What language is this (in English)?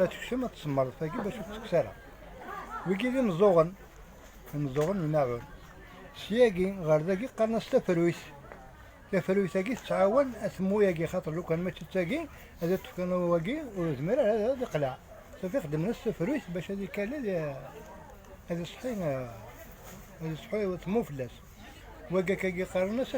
Kabyle